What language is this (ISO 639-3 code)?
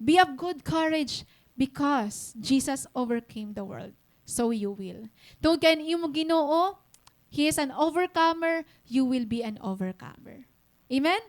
war